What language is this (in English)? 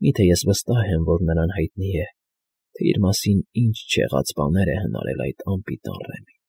Armenian